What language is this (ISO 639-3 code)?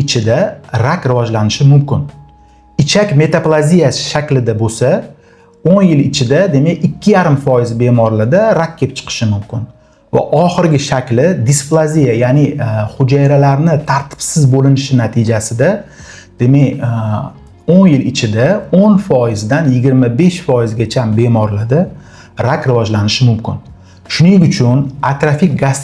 uzb